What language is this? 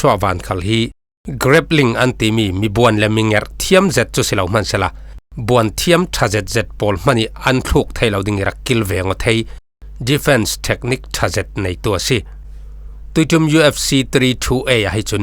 Falam Chin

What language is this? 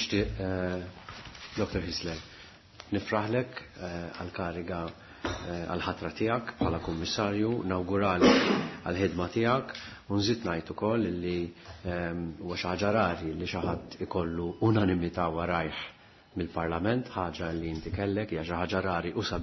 Maltese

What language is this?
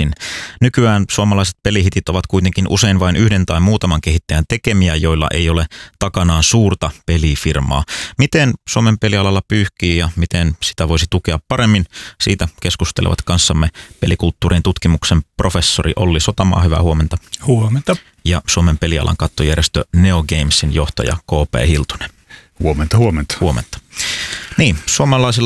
Finnish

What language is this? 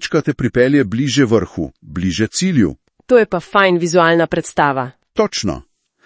Slovenian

